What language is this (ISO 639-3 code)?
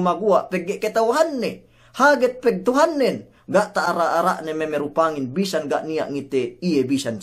yka